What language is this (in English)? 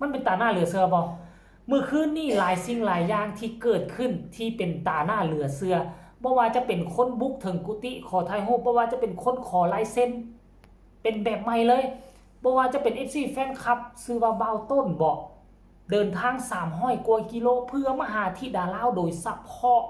Northeastern Thai